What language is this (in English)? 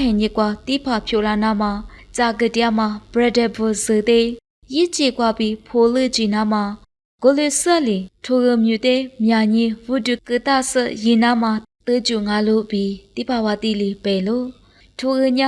Lisu